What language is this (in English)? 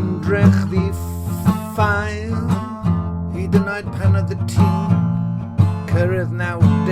Welsh